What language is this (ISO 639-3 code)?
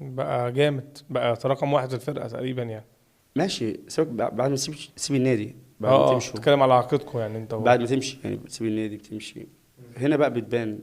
arz